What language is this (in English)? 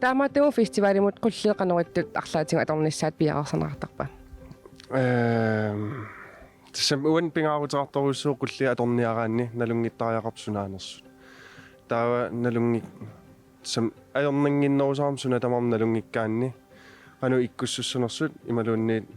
Kalaallisut